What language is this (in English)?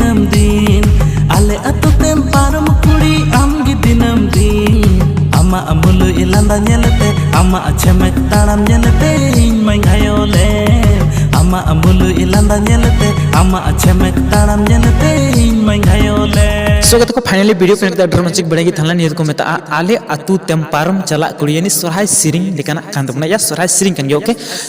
Santali